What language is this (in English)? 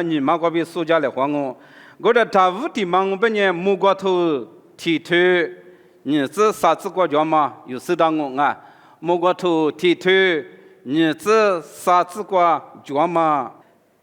Lisu